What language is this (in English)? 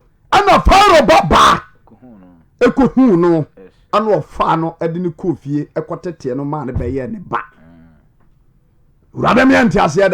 Akan